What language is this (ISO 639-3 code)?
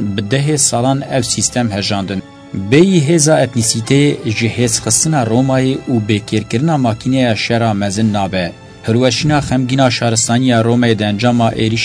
kur